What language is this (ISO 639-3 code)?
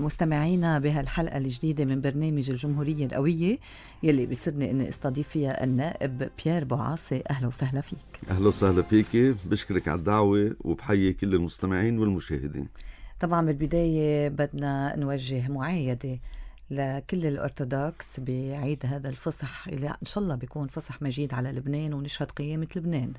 apc